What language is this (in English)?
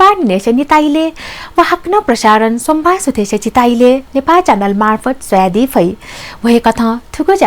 Newari